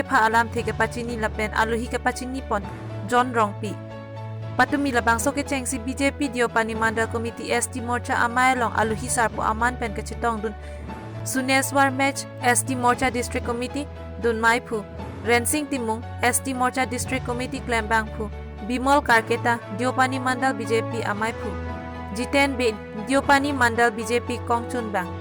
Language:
Karbi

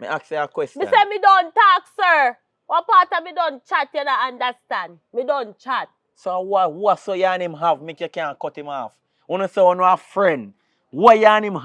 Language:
Jamaican Creole English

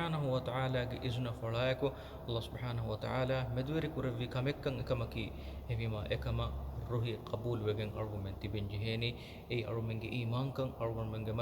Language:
Divehi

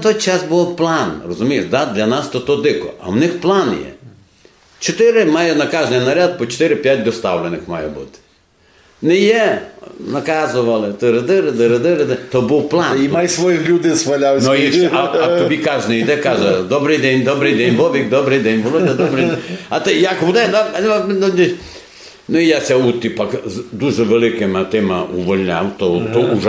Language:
Rusyn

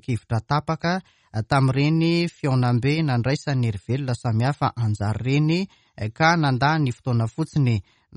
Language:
Malagasy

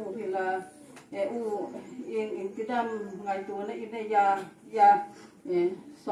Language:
Hmar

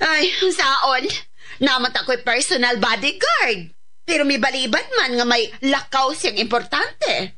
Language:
Cebuano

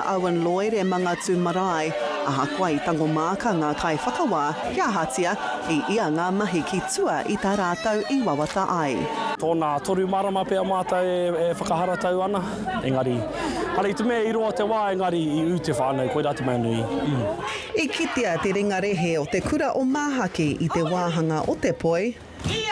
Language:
Māori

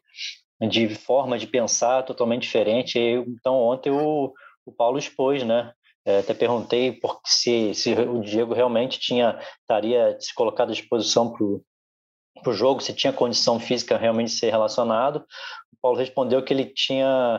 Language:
Portuguese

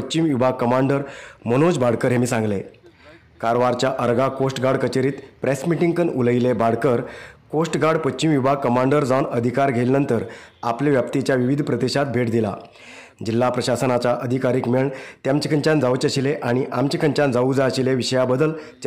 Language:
Konkani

